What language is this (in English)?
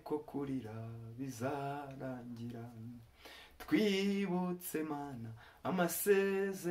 Kinyarwanda